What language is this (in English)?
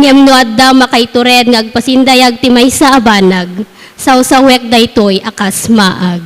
Iloko